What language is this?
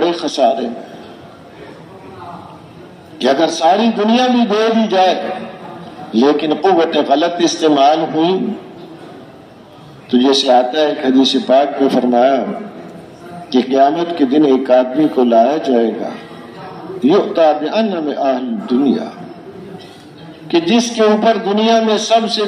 Urdu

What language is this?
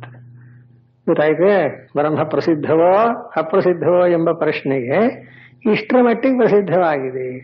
Kannada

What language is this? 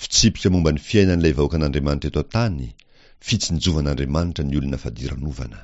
Malagasy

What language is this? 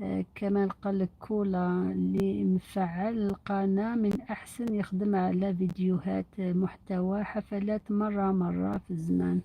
Algerian Arabic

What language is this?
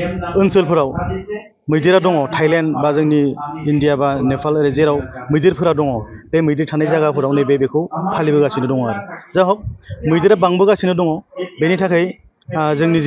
Bodo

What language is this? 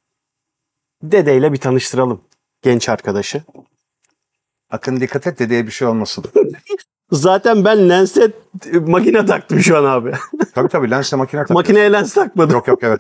Turkish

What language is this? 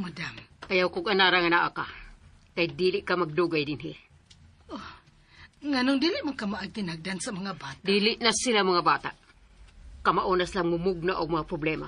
Cebuano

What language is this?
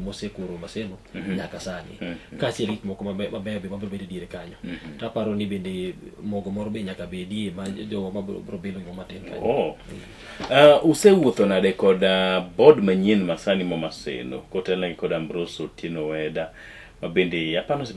Luo (Kenya and Tanzania)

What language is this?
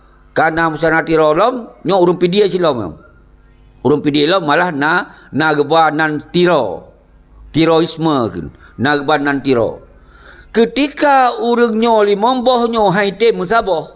Achinese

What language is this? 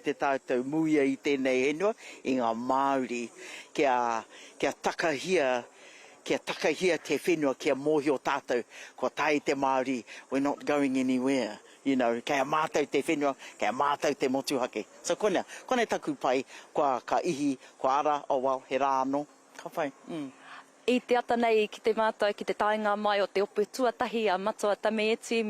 Māori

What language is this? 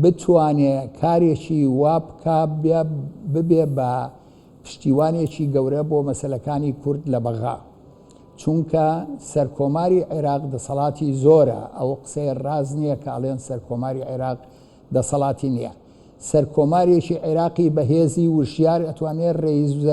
Central Kurdish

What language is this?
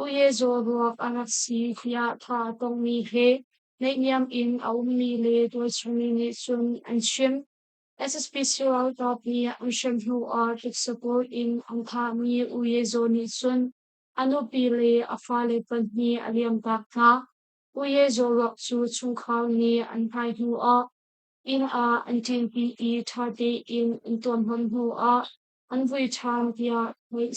Hakha Chin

